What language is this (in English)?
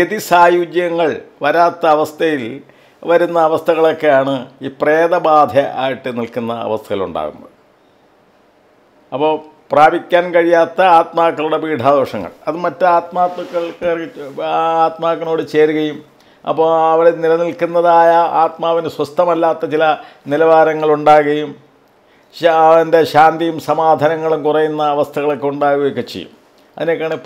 Malayalam